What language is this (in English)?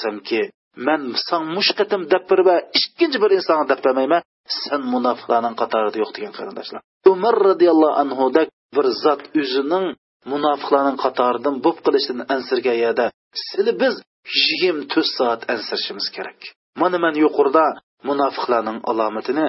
Uyghur